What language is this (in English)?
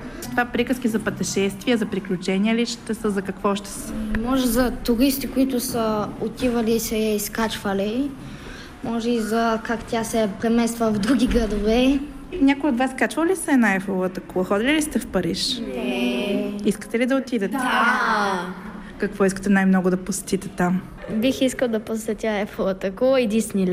Bulgarian